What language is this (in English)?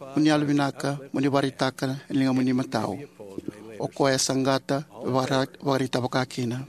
Fijian